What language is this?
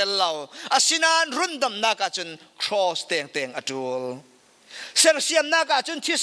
Falam Chin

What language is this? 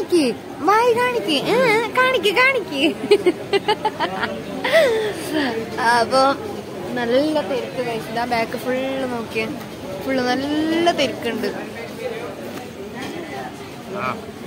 Malayalam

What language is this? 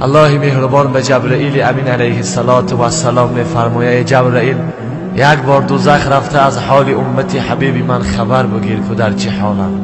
Tajik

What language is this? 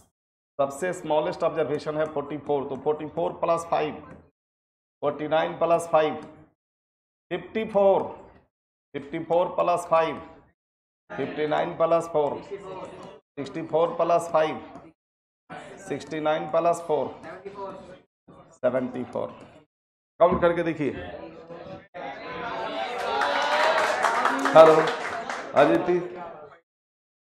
Hindi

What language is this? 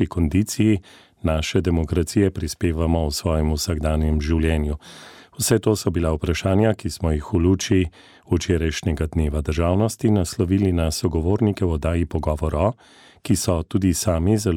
Slovenian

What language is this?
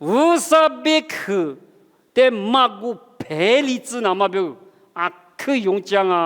Lisu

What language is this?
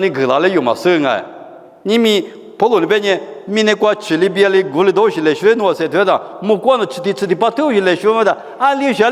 Lisu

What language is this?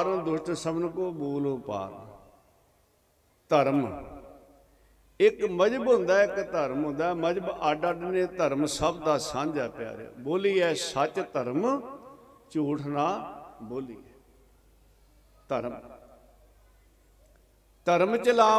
Punjabi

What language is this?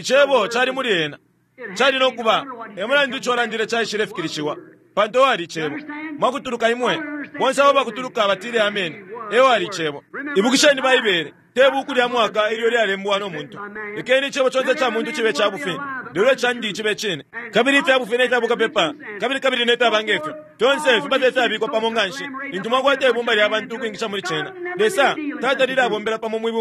Bemba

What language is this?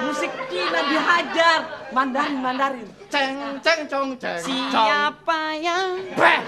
Betawi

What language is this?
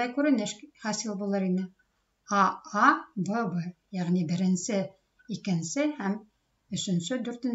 Bashkir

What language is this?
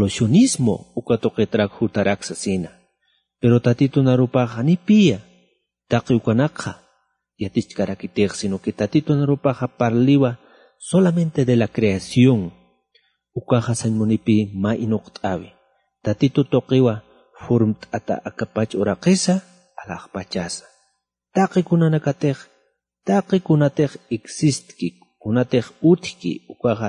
Aymara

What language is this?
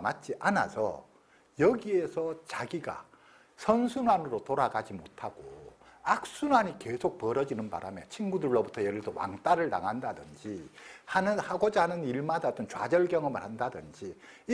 Korean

